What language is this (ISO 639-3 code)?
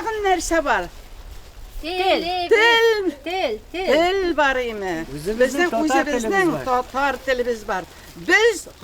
tat